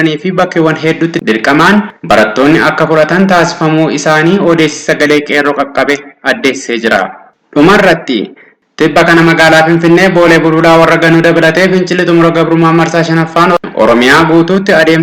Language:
Oromo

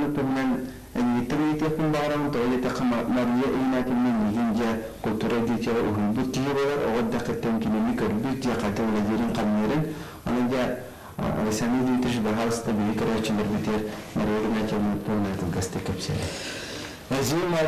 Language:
Yakut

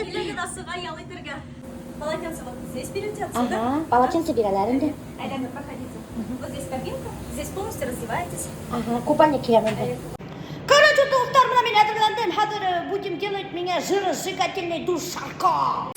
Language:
Bashkir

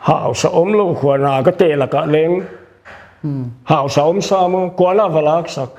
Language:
Paite Chin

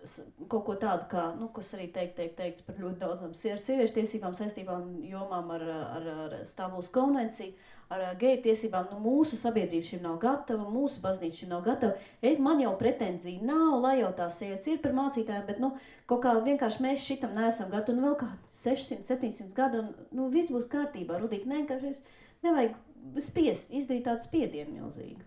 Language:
Latvian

